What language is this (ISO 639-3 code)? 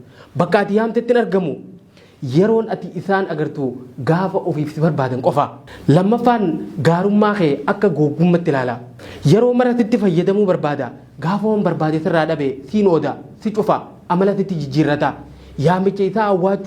orm